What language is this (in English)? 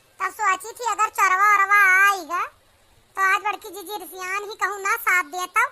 Awadhi